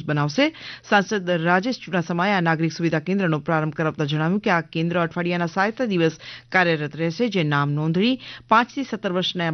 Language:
Gujarati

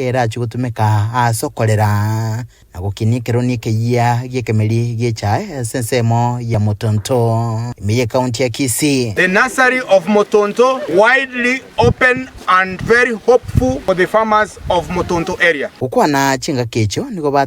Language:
Gusii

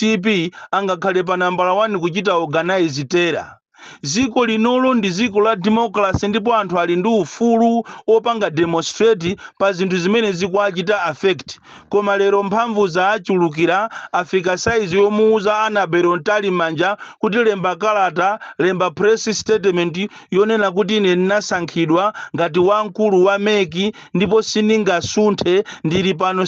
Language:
Nyanja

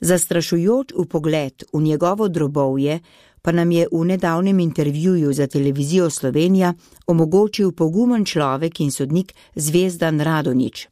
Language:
Slovenian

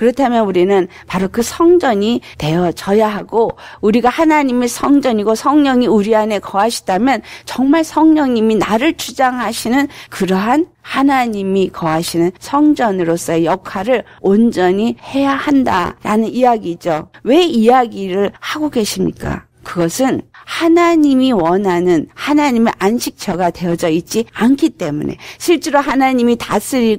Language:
Korean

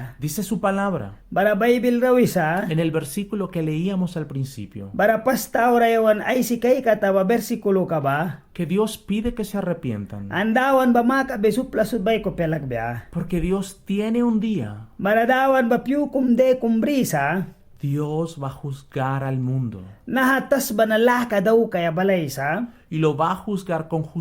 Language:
Mískito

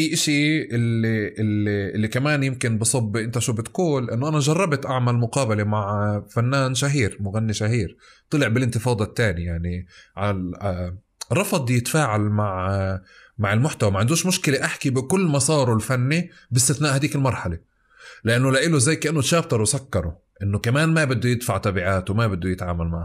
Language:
North Levantine Arabic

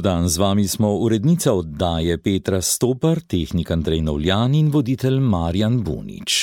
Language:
Slovenian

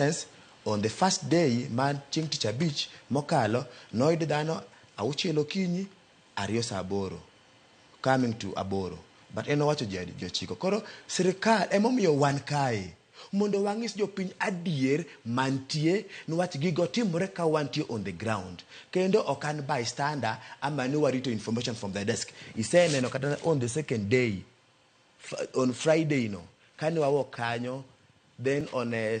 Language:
Luo (Kenya and Tanzania)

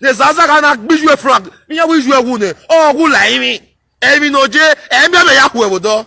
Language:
Nigerian Pidgin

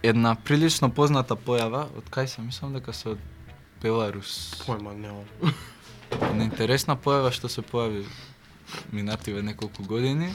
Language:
Macedonian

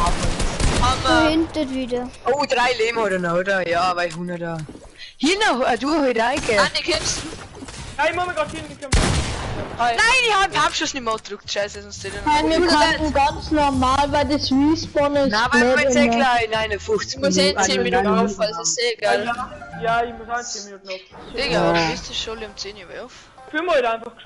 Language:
Bavarian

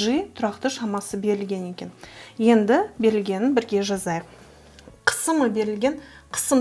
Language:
Kazakh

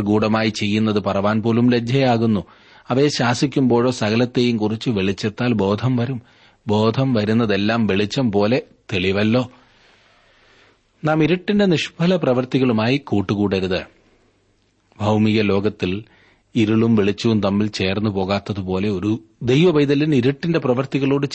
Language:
Malayalam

